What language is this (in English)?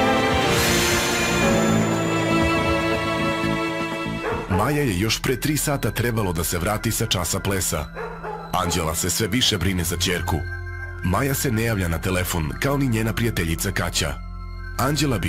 Serbian